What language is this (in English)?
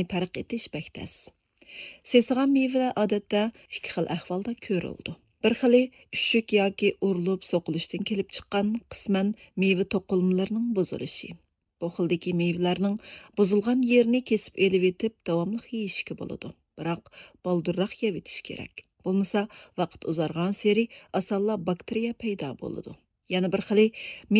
Uyghur